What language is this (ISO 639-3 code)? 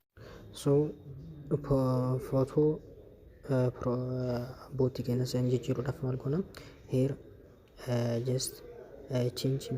orm